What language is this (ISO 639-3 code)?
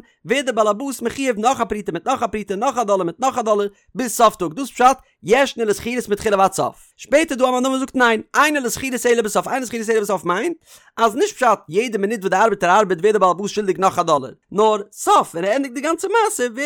yid